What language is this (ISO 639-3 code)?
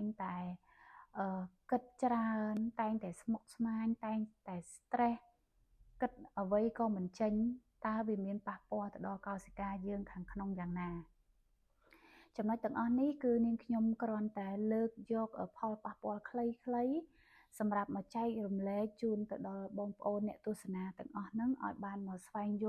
khm